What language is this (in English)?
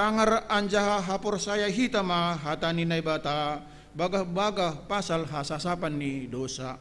Batak Simalungun